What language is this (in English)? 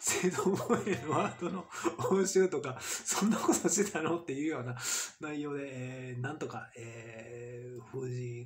Japanese